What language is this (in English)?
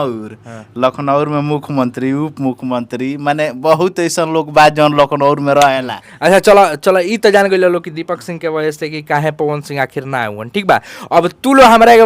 Bhojpuri